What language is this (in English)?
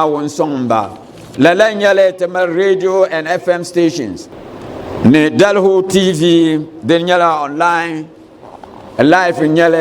Dagbani